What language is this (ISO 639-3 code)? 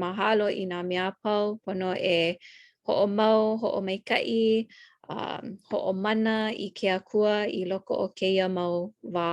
haw